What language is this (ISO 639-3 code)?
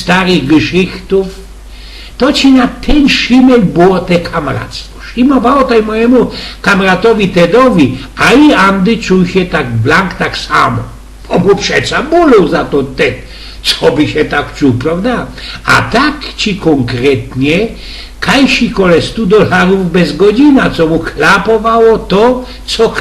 szl